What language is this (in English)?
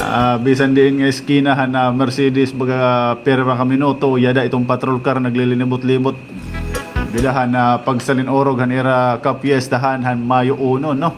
Waray